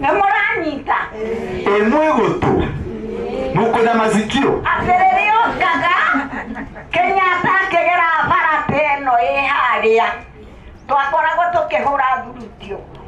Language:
Kikuyu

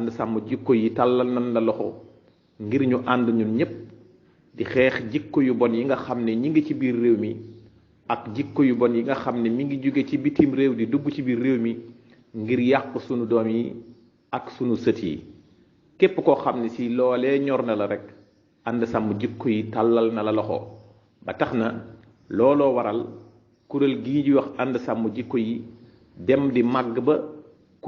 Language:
Wolof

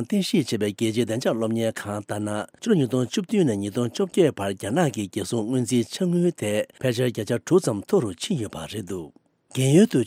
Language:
Tibetan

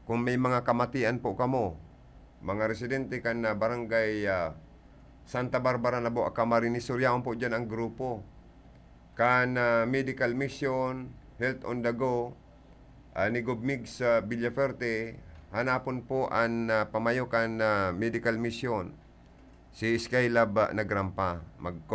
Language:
Bikol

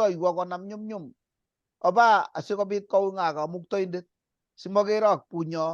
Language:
Kalenjin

